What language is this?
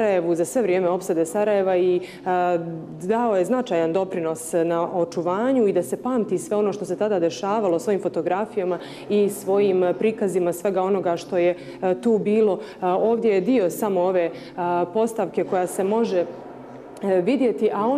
Bosnian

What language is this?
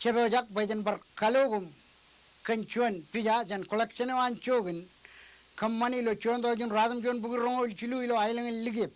Marshallese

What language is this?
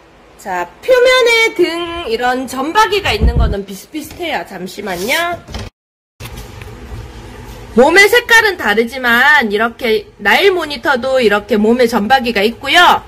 Korean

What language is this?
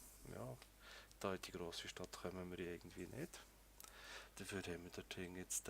Swiss German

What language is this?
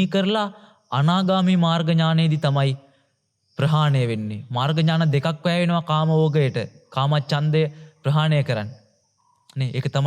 Sinhala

